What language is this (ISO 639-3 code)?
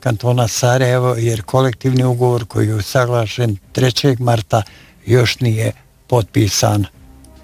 bos